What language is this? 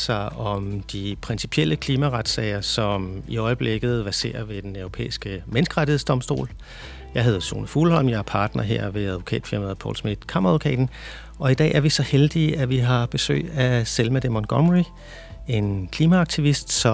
Danish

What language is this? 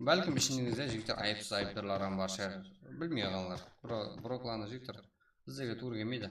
Kara-Kalpak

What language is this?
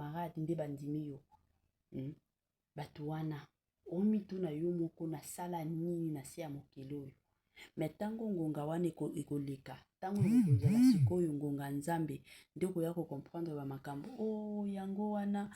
Lingala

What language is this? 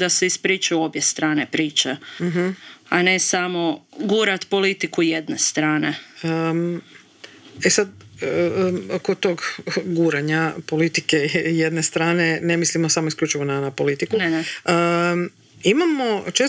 Croatian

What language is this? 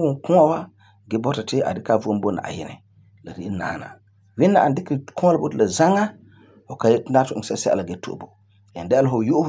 Frafra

